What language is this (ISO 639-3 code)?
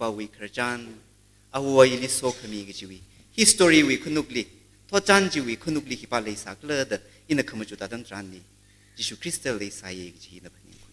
nmf